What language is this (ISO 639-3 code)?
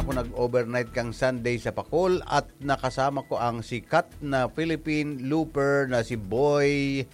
bik